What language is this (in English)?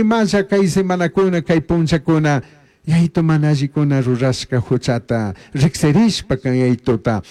Chimborazo Highland Quichua